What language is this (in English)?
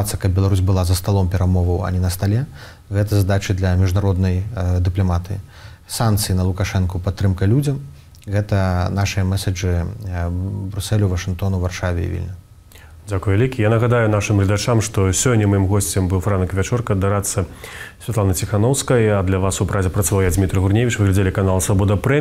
Belarusian